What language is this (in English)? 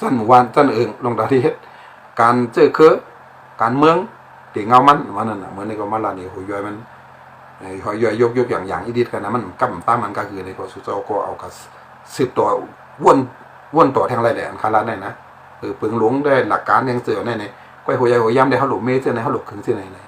Shan